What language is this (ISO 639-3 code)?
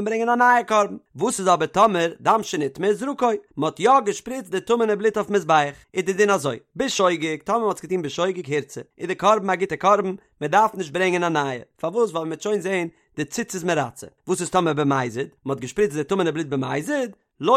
yid